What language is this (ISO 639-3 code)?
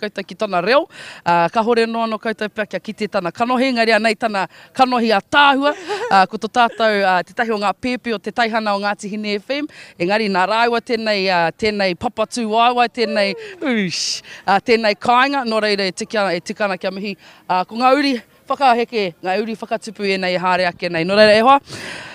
mri